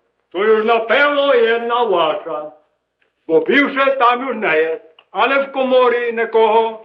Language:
Rusyn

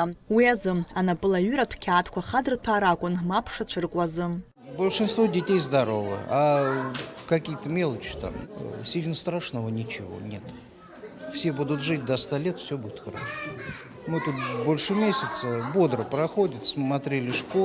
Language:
Abkhazian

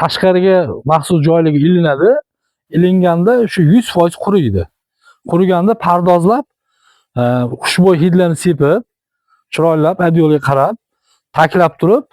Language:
Uzbek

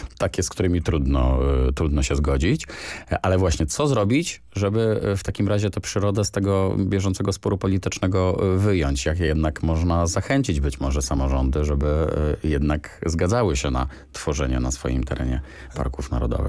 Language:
Polish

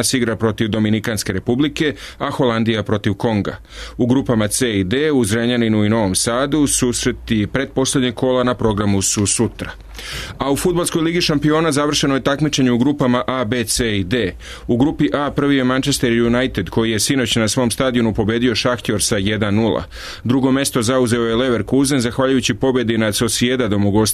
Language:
Serbian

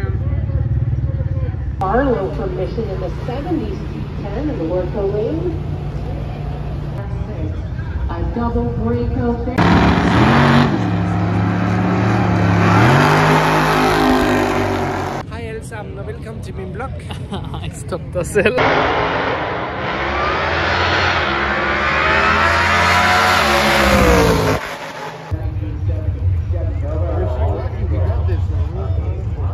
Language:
Danish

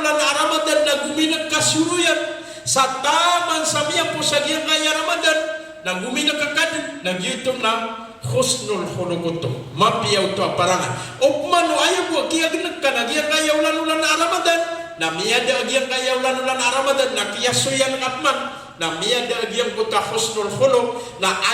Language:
Maranao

